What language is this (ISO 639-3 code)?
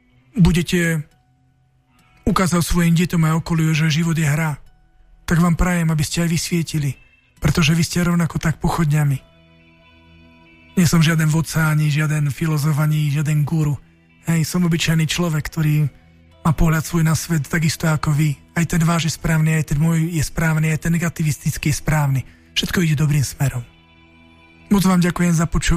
slk